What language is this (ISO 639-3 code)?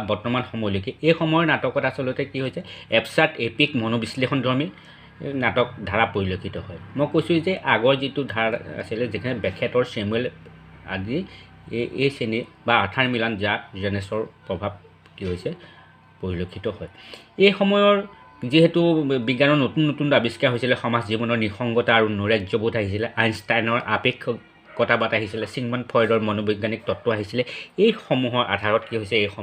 asm